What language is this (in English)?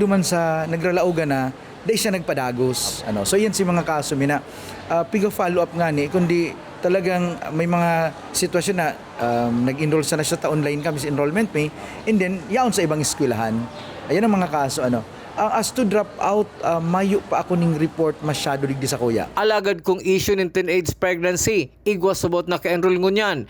Bikol